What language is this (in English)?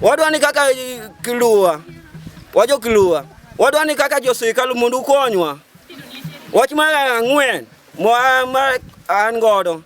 Luo (Kenya and Tanzania)